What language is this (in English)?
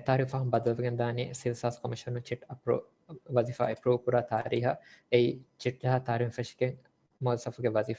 Divehi